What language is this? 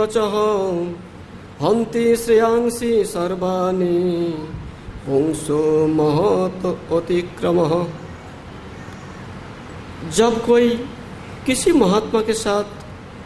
Hindi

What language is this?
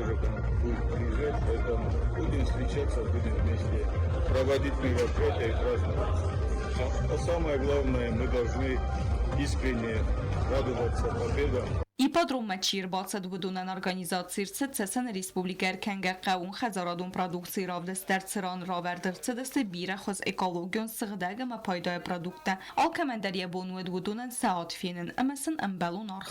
Ossetic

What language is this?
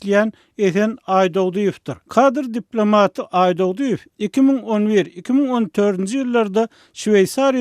Turkmen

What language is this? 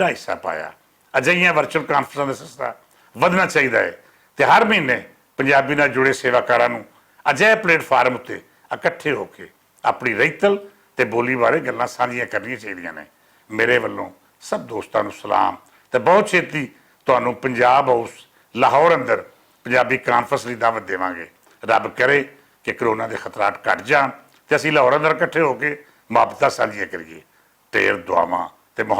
Western Panjabi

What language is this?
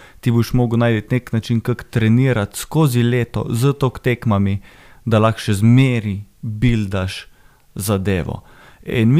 Slovenian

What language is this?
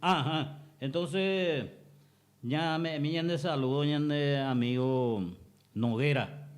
Guarani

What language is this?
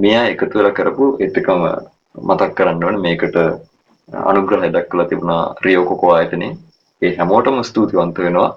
Sinhala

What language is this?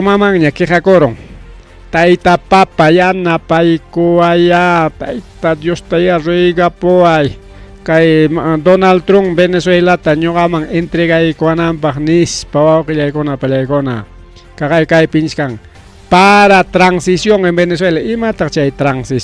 Ayacucho Quechua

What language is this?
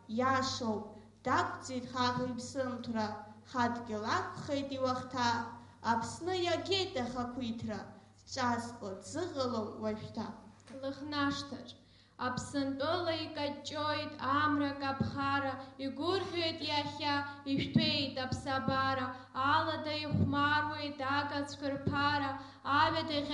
Abkhazian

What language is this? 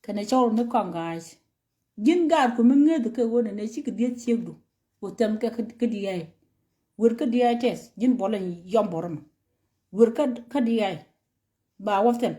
Nuer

